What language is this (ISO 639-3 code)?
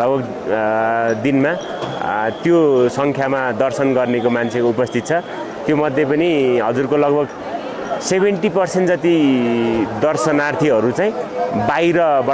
nep